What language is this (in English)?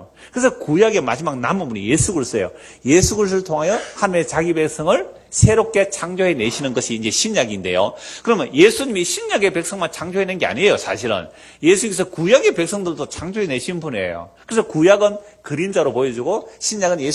Korean